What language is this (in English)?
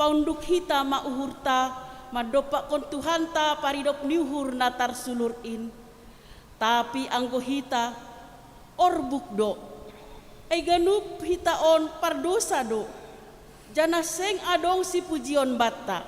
Batak Simalungun